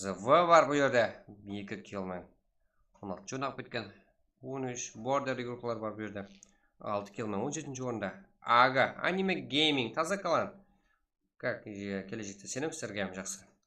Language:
Kara-Kalpak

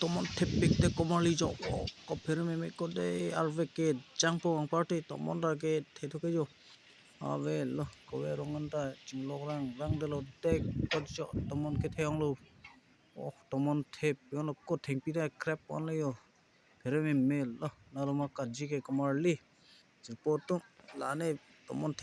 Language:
Karbi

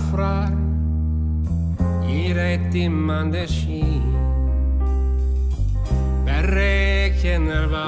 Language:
Swedish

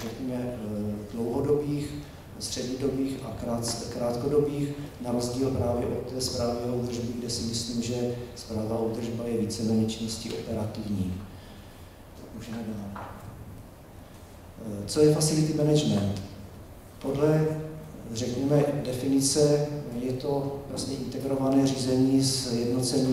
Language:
Czech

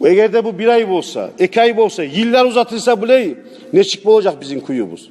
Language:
Kumyk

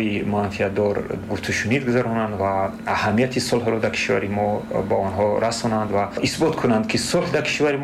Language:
Tajik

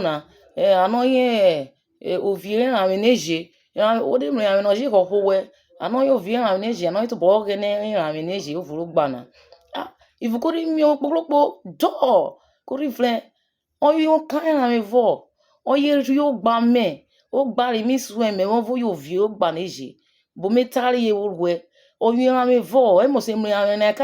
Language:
Urhobo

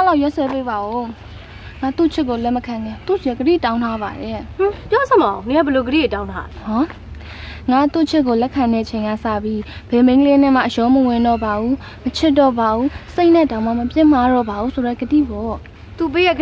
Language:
Burmese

